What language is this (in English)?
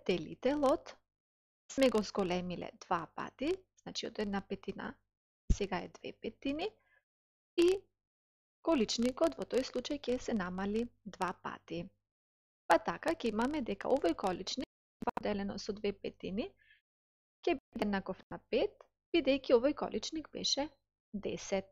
Macedonian